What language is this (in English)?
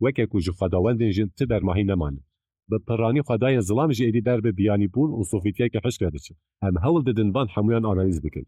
Kurdish